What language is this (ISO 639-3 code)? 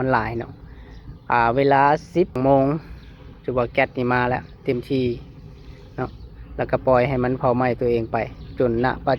lao